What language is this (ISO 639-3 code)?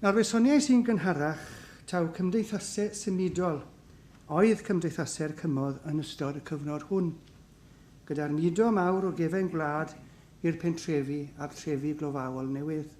cym